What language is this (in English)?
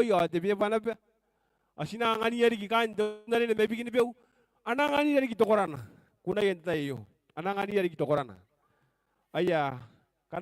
Gilbertese